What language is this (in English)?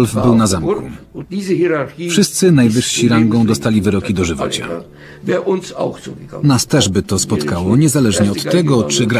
Polish